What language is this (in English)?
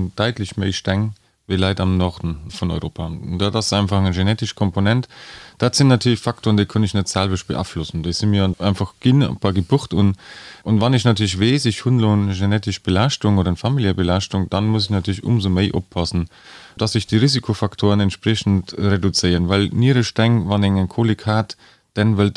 Luxembourgish